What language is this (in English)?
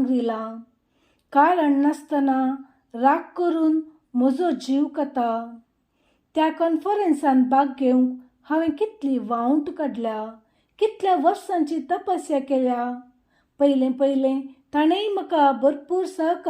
Konkani